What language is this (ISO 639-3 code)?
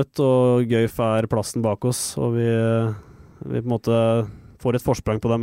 nor